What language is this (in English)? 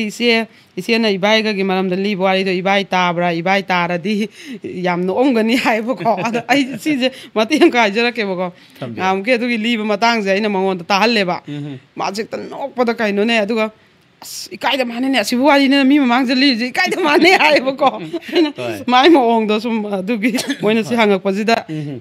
Manipuri